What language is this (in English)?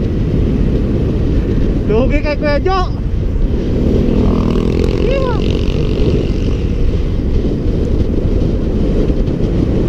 Filipino